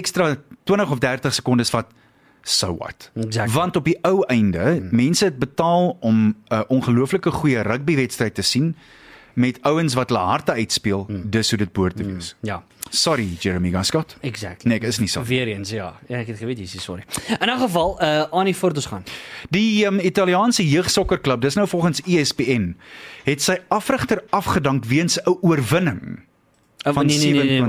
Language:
Afrikaans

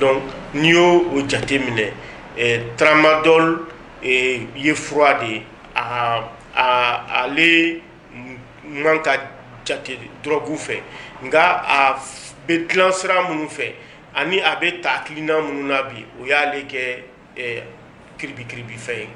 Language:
Bambara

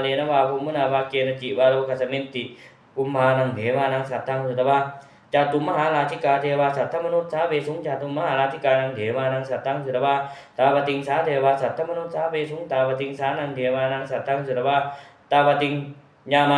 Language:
Pali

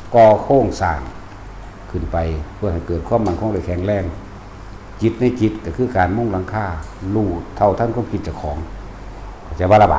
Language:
Lao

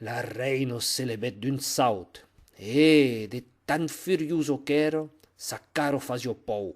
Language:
Occitan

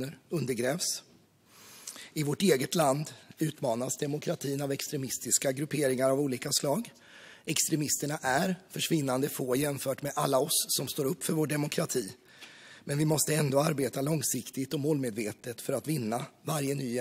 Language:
Swedish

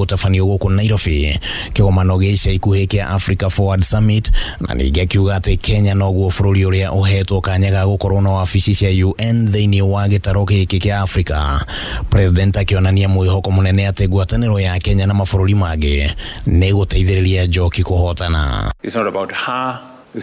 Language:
Kikuyu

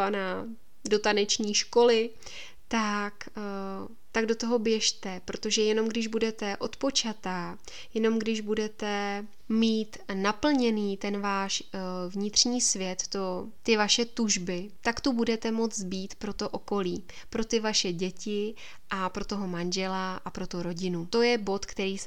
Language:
Czech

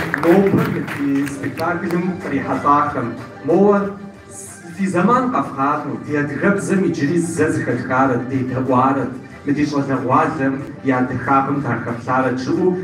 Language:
Kabardian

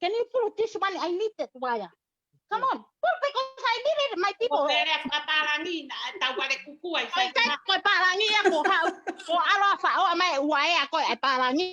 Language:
Tongan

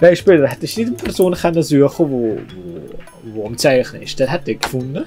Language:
Swiss German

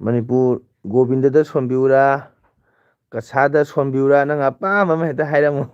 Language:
Manipuri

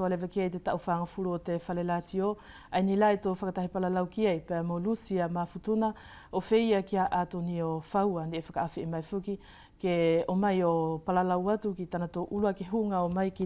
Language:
Wallisian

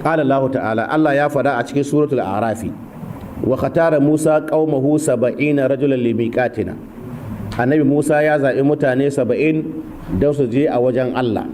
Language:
Hausa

